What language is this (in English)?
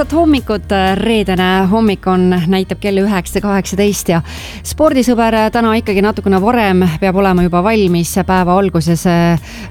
Estonian